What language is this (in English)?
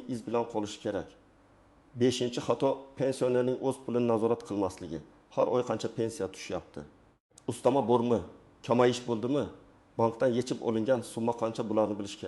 Uzbek